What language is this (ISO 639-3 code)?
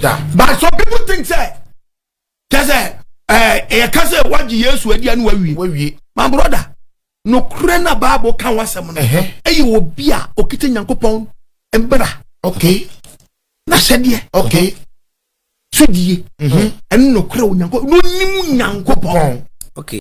aka